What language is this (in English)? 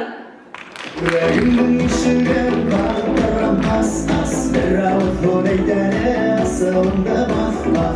Bashkir